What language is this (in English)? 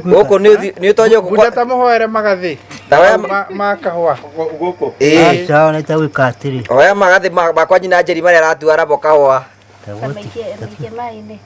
Kikuyu